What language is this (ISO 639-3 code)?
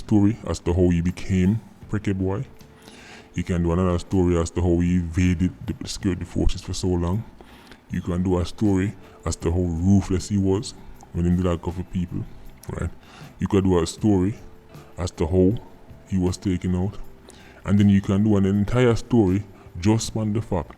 jam